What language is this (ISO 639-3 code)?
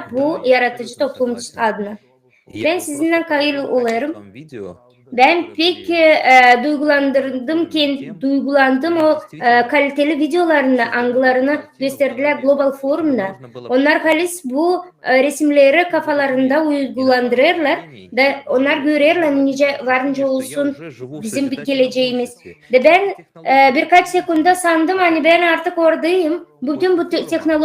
gag